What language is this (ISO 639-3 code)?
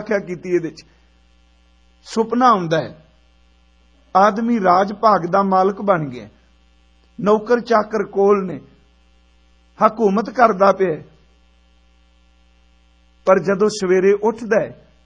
pan